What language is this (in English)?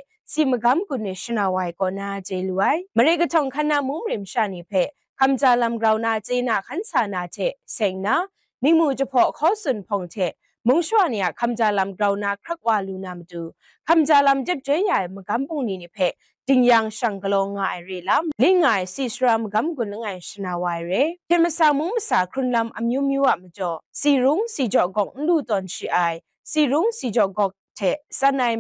Kachin